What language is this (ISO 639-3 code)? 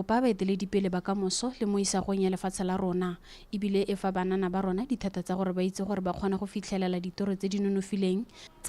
tsn